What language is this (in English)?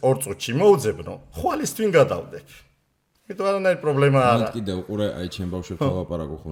Georgian